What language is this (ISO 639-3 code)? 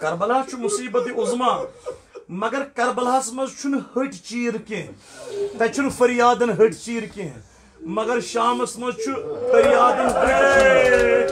kas